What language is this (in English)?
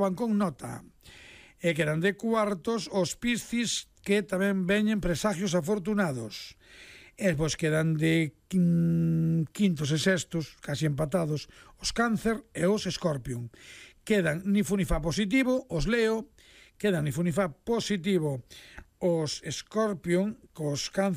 Galician